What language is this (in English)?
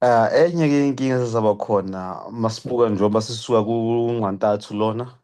Zulu